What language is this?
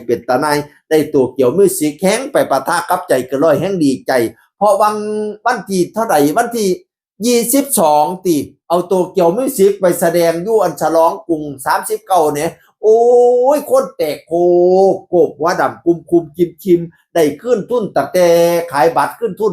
Northeastern Thai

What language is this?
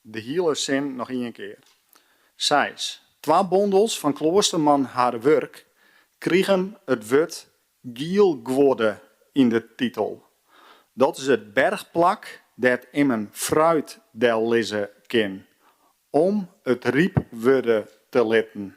Western Frisian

